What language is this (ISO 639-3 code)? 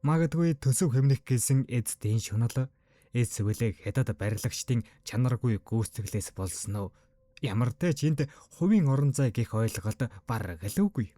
mon